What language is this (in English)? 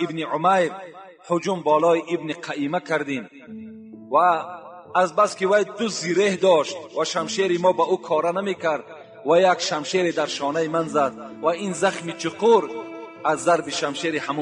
Tajik